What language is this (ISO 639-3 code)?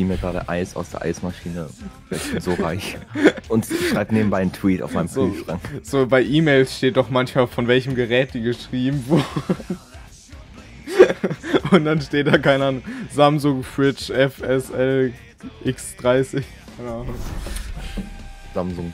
deu